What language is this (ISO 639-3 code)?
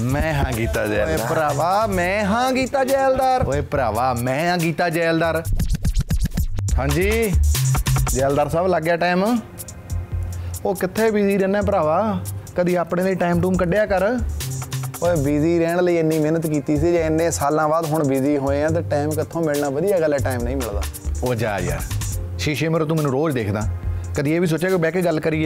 pan